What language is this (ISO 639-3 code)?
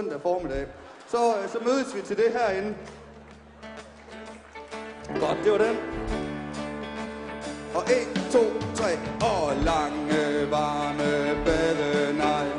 dan